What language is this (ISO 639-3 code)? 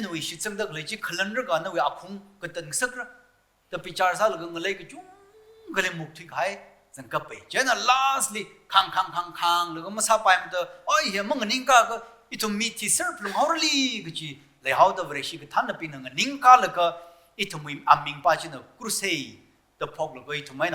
nmf